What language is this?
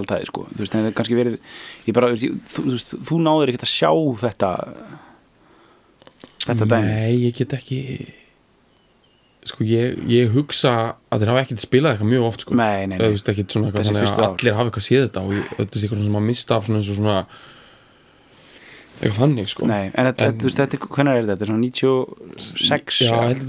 Icelandic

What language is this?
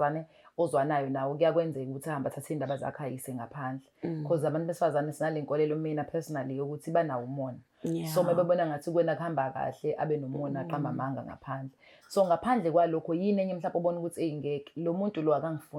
Zulu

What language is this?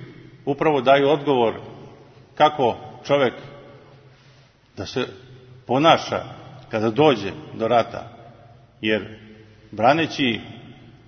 Serbian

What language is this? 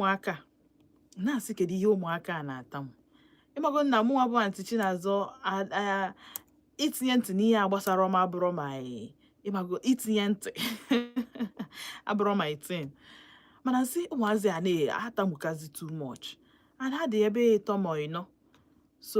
Igbo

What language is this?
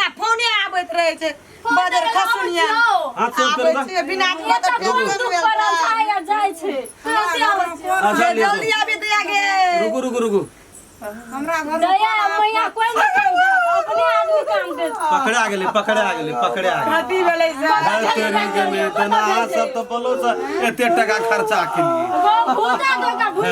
Maithili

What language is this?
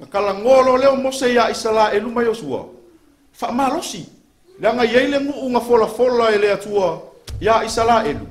Samoan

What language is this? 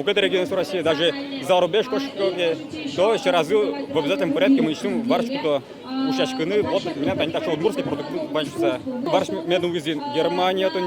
Udmurt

